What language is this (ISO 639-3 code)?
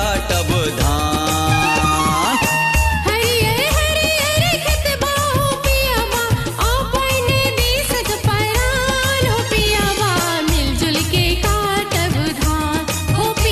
mai